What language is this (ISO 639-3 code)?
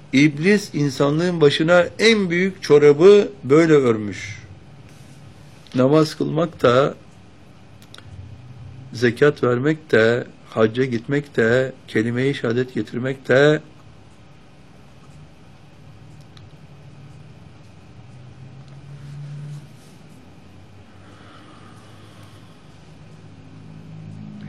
tur